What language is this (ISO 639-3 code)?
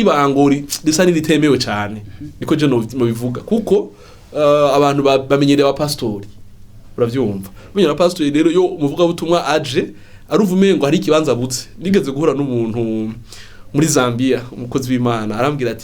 run